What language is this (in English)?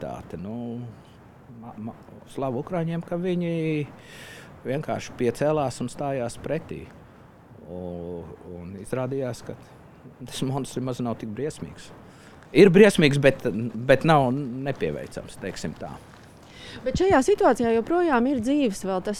Latvian